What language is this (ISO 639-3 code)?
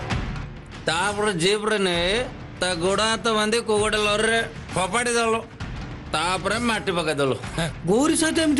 ori